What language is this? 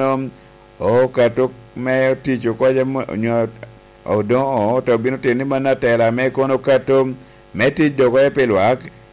Lango (Uganda)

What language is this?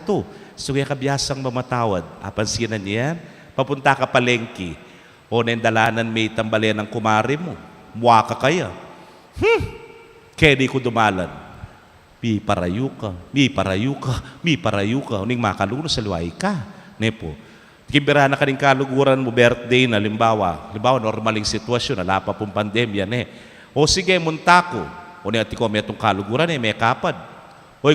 Pampanga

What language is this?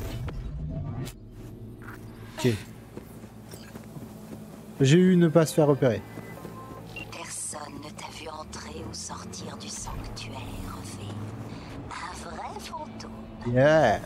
French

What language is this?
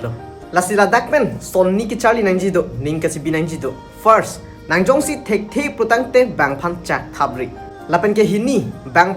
Karbi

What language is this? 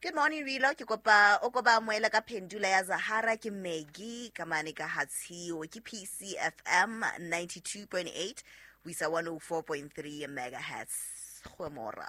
Southern Sotho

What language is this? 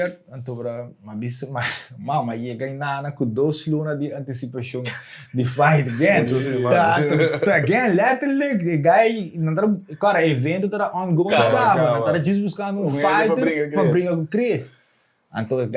Papiamento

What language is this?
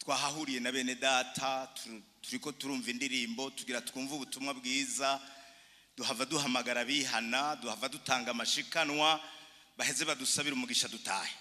Rundi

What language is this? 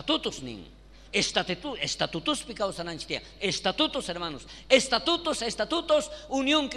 South Bolivian Quechua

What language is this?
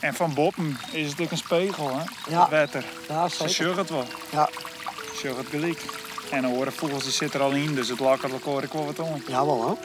Western Frisian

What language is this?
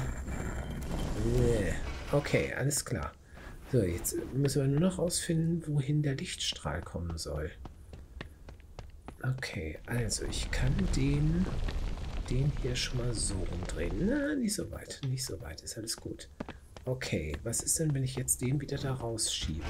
German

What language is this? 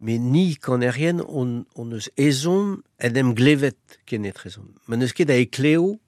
Breton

